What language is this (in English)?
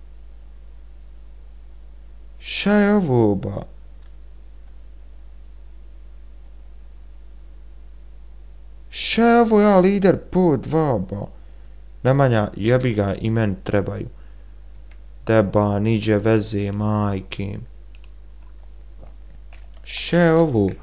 Bosnian